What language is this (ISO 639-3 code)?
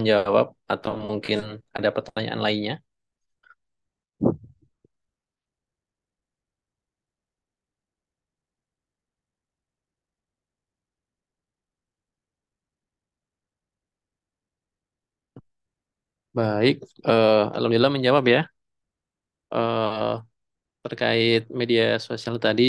ind